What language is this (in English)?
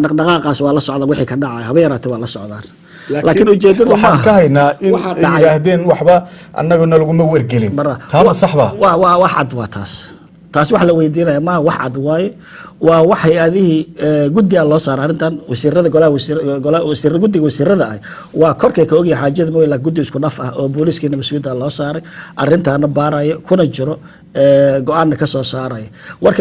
Somali